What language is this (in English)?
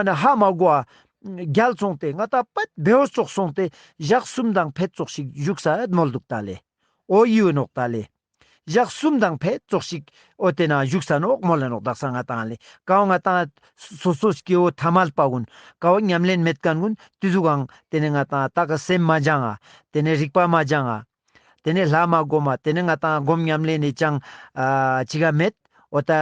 Ladakhi